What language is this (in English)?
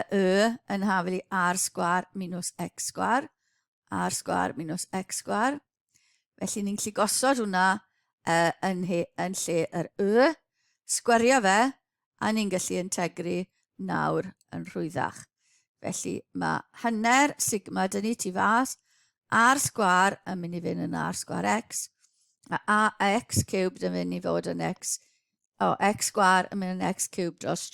Welsh